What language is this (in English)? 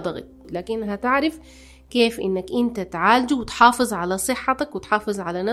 Sudanese Arabic